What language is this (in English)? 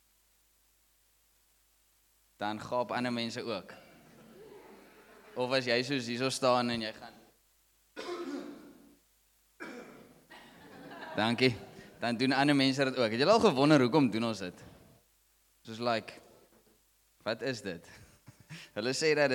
Afrikaans